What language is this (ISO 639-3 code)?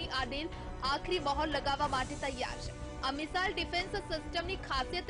guj